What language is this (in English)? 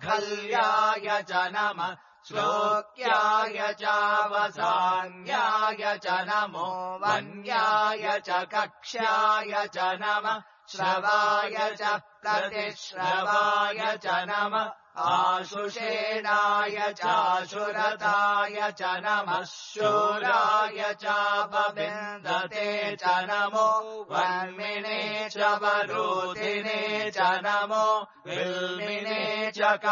Sanskrit